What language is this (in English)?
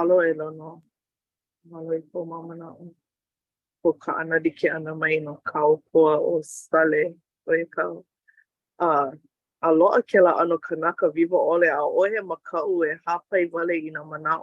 Hawaiian